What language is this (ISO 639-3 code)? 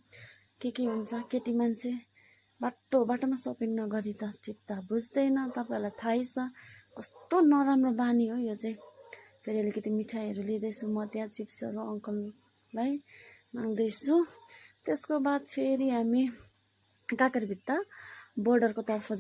nep